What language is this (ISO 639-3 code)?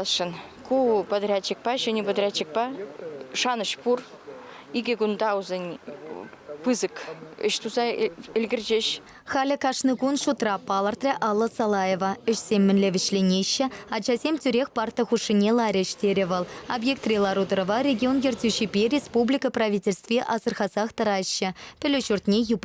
chv